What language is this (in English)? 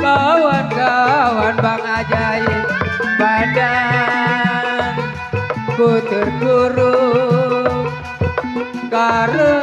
Betawi